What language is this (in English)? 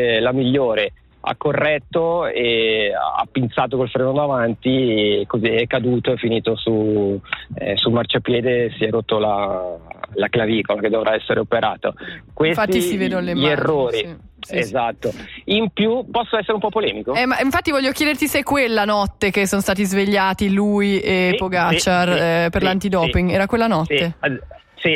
Italian